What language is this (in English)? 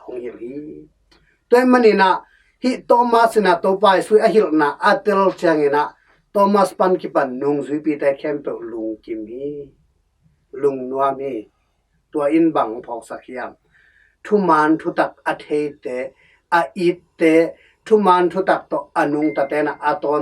Tedim Chin